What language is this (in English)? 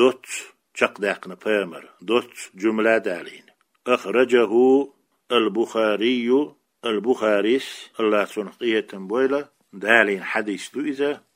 Chechen